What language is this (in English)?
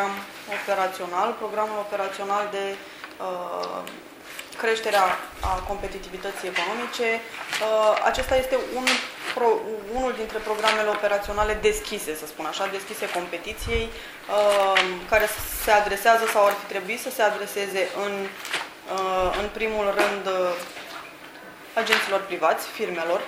Romanian